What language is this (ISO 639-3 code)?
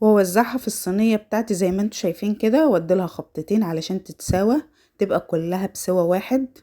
arz